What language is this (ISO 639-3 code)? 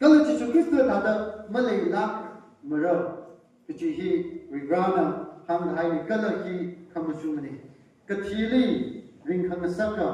nmf